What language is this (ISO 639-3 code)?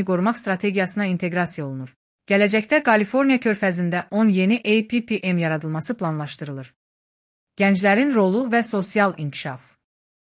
aze